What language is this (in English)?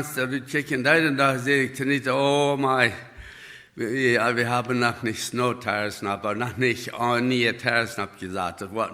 Plautdietsch